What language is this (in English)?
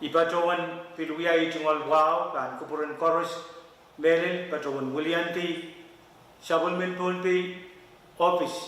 Pohnpeian